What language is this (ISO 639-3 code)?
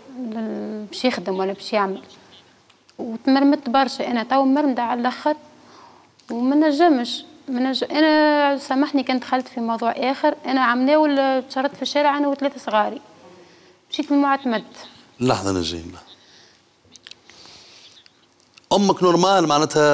aeb